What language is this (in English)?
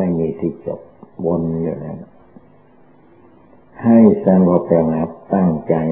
Thai